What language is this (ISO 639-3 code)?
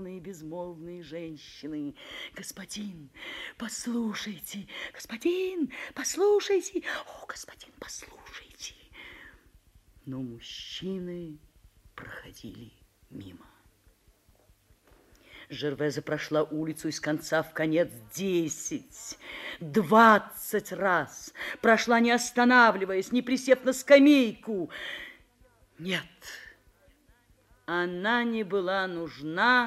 rus